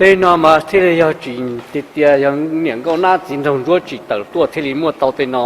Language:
Hmong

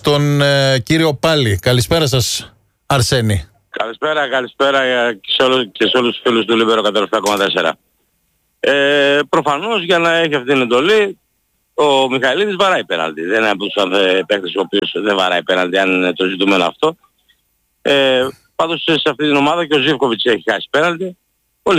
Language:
Greek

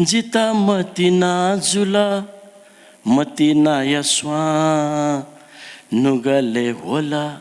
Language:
Newari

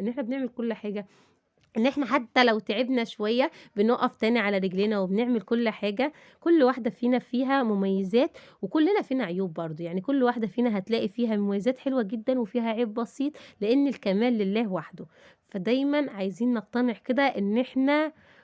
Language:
Egyptian Arabic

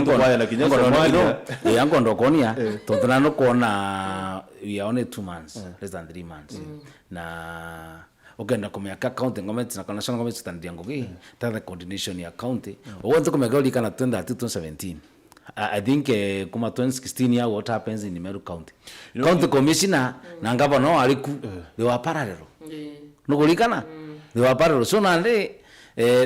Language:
Meru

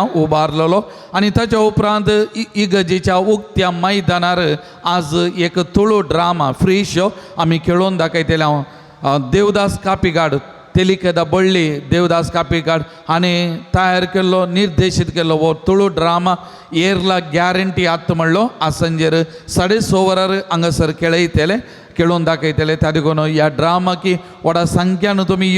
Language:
Konkani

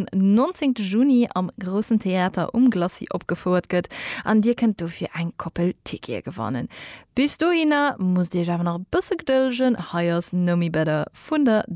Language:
Luxembourgish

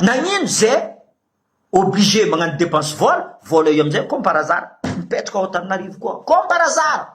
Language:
Malagasy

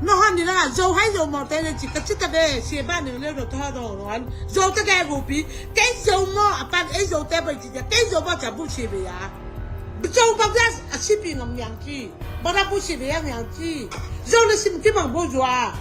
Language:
Tedim Chin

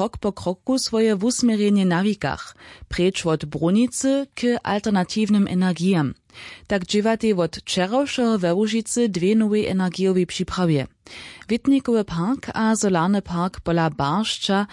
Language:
Upper Sorbian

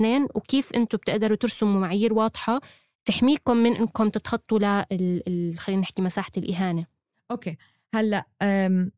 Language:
North Levantine Arabic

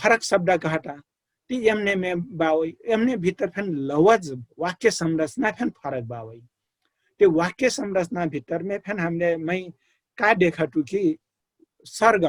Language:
Dangaura Tharu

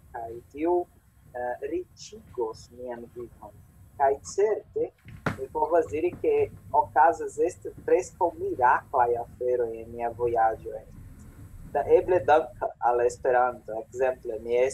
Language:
Esperanto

